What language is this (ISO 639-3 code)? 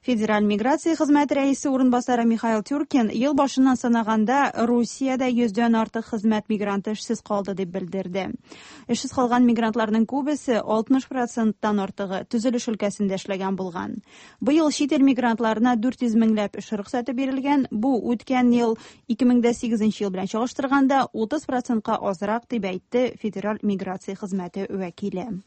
tat